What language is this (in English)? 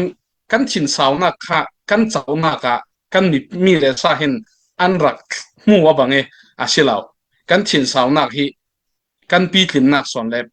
Falam Chin